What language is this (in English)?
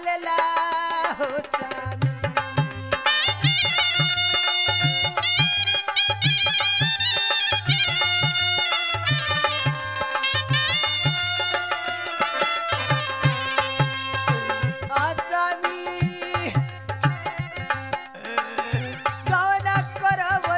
Bhojpuri